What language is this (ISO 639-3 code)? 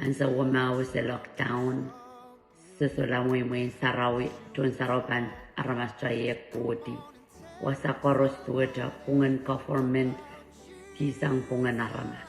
pon